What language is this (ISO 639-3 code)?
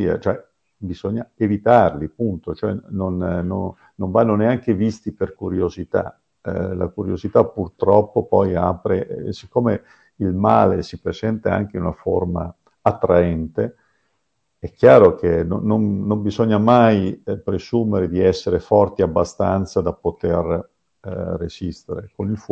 ita